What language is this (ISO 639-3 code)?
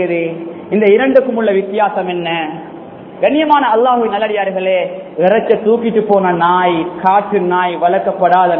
tam